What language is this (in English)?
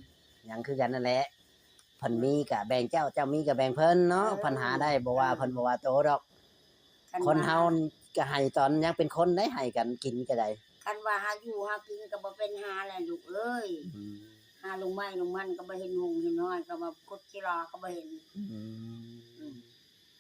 Northeastern Thai